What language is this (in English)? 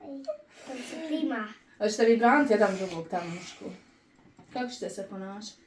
Bosnian